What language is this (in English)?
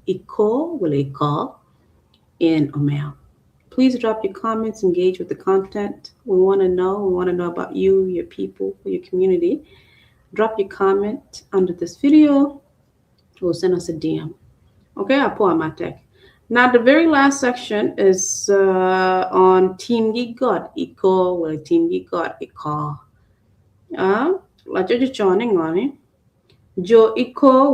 Acoli